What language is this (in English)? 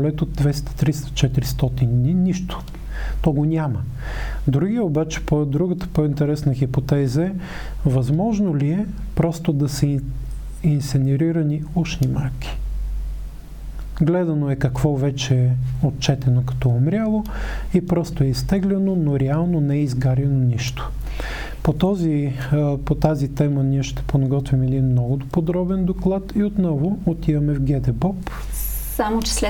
Bulgarian